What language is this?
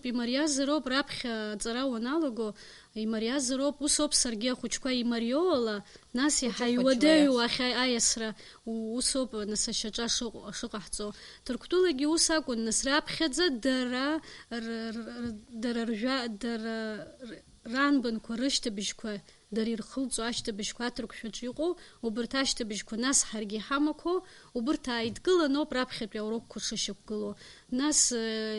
Abkhazian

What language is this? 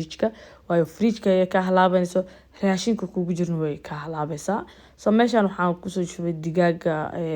Somali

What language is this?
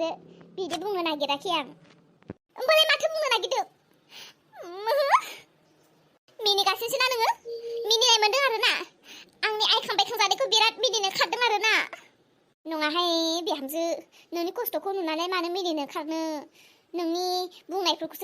Bodo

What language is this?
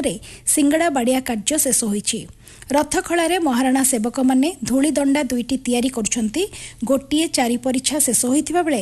Odia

